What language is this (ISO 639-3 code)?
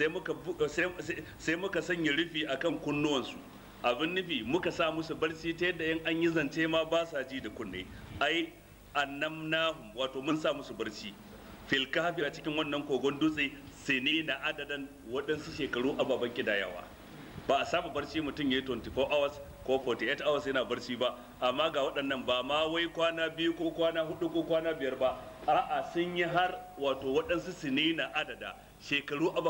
hau